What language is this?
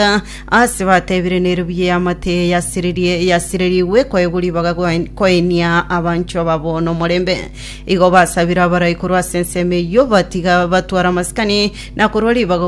Gusii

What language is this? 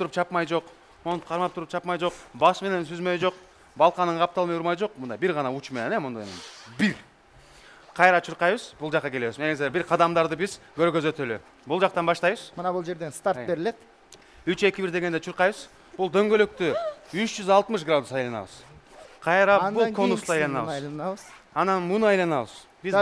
Kyrgyz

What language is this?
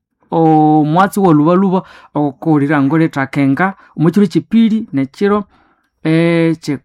Nande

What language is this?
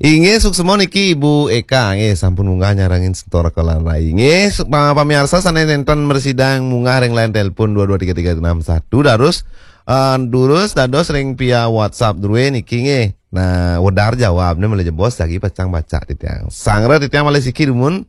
Balinese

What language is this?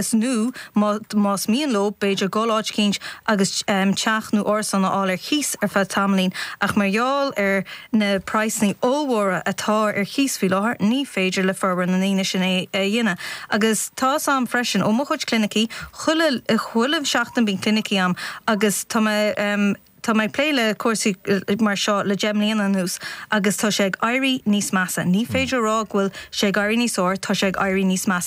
Irish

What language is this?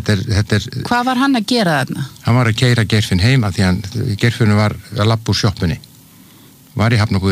Icelandic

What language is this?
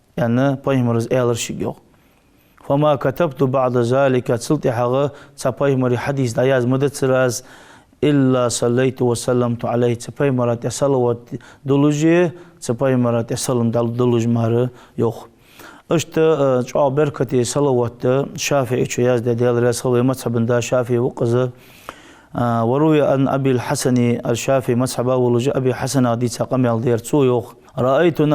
Ingush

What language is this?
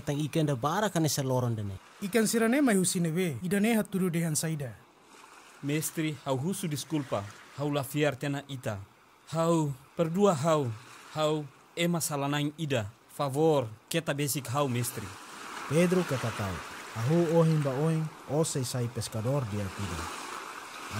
Tetum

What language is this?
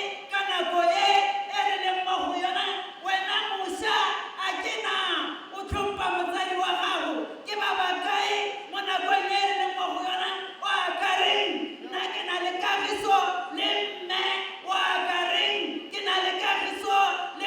Tswana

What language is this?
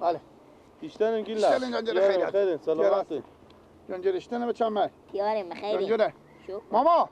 Persian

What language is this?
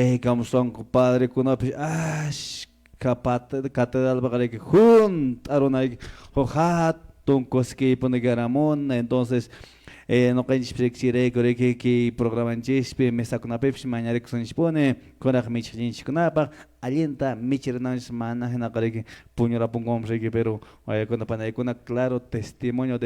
Quechua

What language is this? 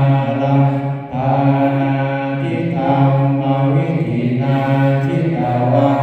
Pali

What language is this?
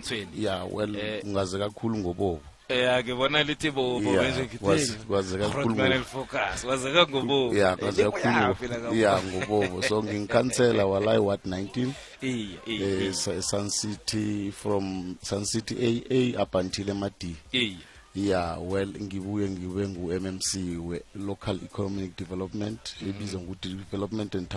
South Ndebele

